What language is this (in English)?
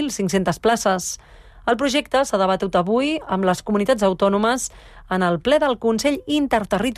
Catalan